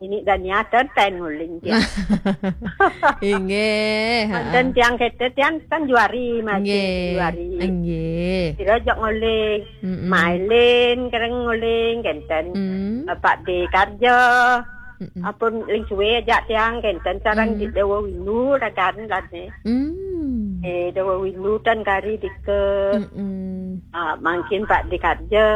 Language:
Balinese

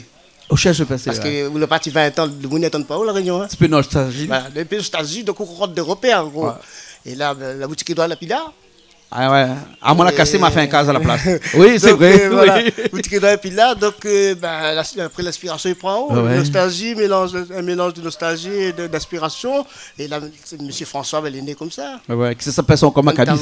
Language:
Réunion Creole French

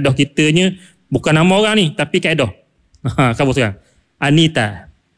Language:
Malay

